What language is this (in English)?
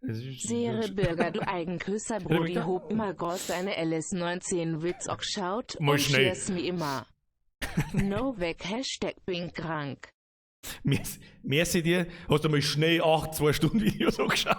Bavarian